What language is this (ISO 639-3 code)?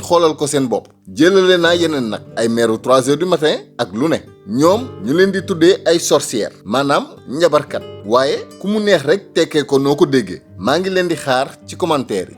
wol